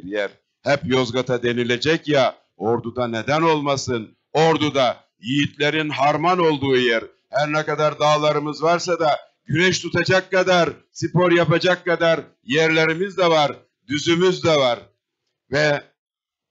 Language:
Turkish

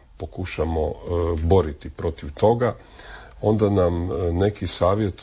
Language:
Croatian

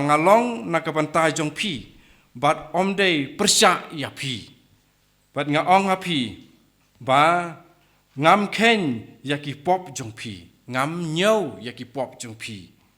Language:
Khasi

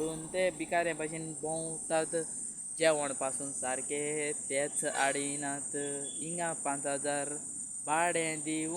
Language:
Konkani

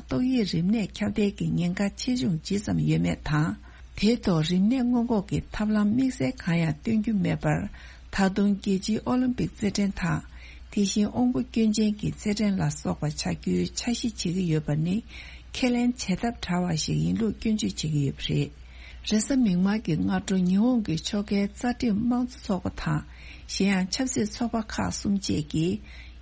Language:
Tibetan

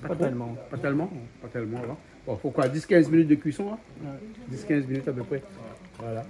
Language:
Réunion Creole French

